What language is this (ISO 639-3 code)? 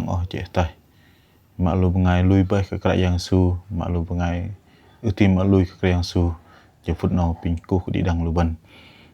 bdq